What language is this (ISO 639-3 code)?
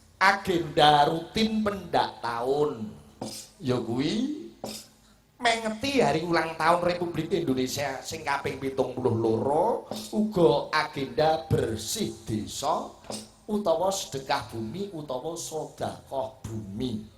jav